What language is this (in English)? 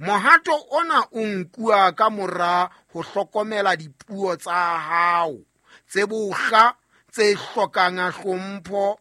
Southern Sotho